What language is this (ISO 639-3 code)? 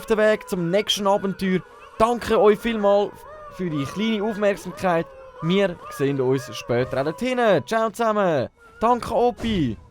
gsw